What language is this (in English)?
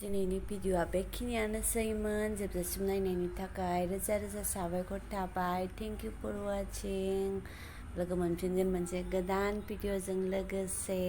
Bodo